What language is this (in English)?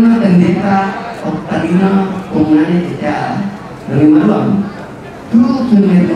Toraja-Sa'dan